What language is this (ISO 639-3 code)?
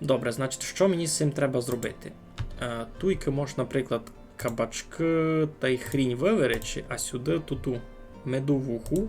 rue